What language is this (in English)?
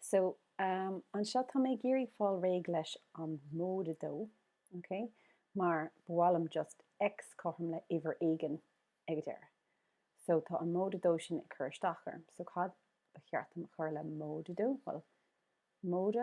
Irish